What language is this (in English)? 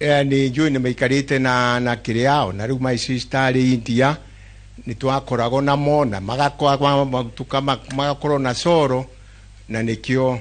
Kikuyu